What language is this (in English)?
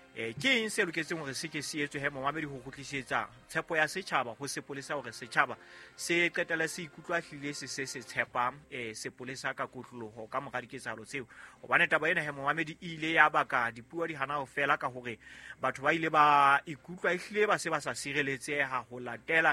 Southern Sotho